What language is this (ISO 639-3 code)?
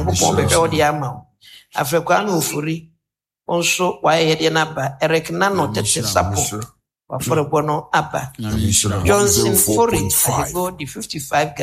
aka